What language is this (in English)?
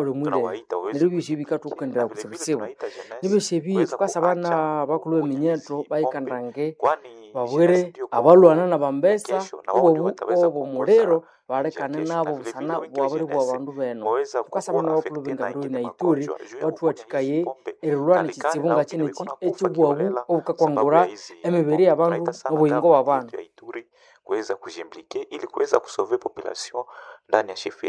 Nande